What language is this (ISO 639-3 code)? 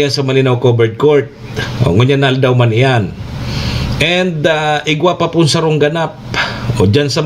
bik